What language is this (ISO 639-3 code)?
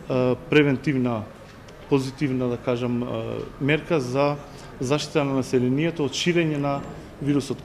mkd